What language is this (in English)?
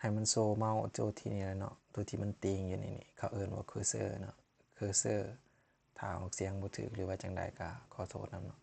Lao